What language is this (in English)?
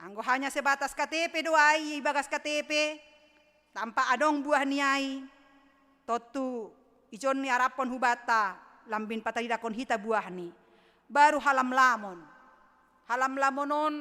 Batak Simalungun